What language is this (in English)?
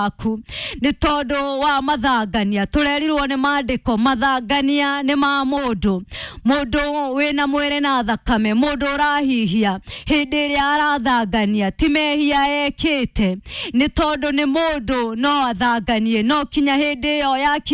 Kikuyu